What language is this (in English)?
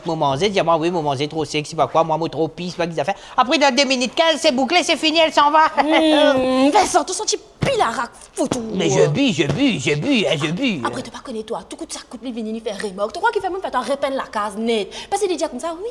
Morisyen